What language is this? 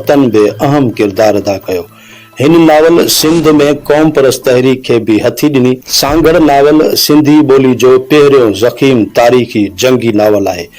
Sindhi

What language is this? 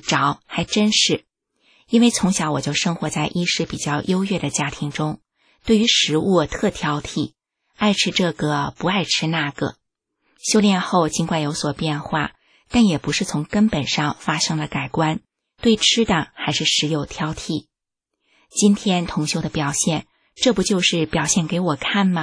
Chinese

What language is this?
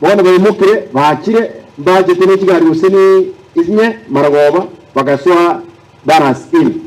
Gusii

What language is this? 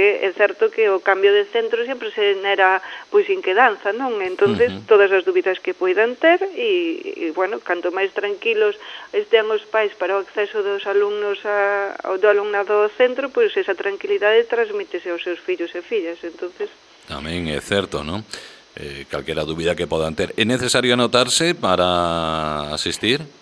Galician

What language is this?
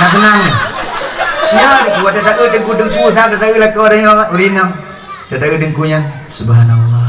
Achinese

